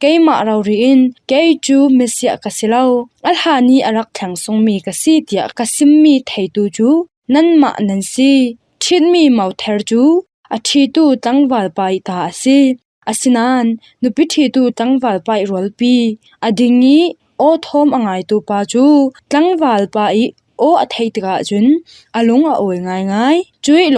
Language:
Falam Chin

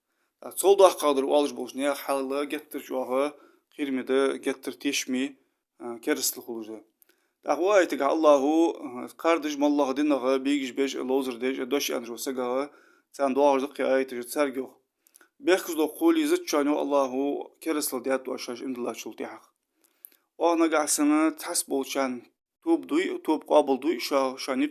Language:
Ingush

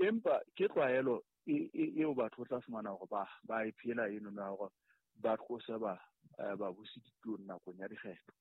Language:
Southern Sotho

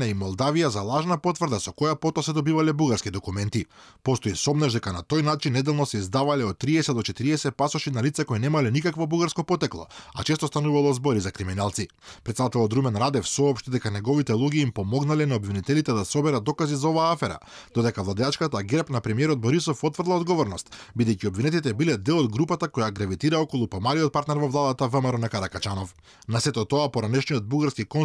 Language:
Macedonian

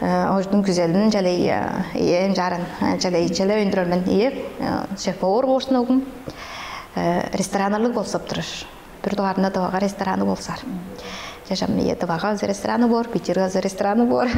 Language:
Tuvinian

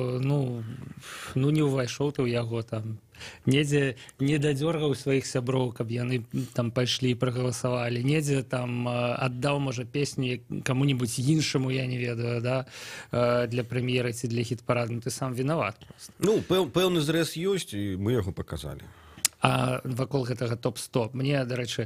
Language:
Belarusian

